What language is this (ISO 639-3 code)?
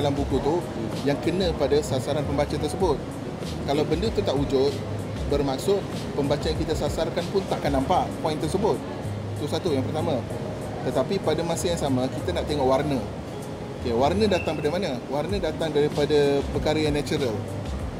msa